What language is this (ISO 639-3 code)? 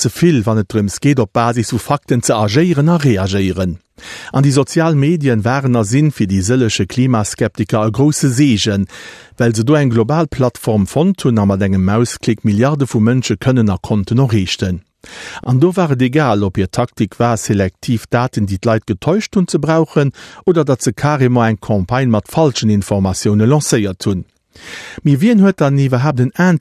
ltz